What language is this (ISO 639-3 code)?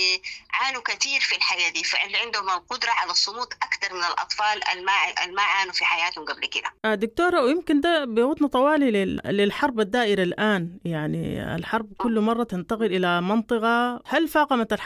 apd